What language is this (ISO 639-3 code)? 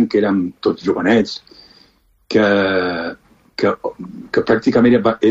cat